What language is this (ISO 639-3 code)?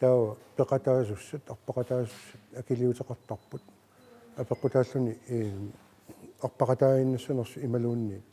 kal